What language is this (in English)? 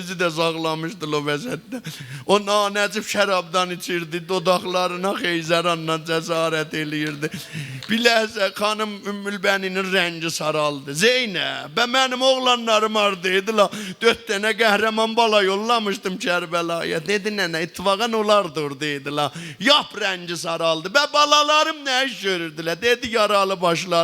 South Azerbaijani